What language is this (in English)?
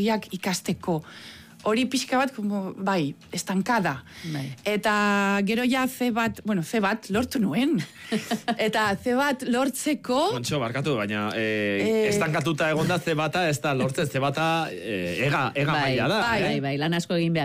Basque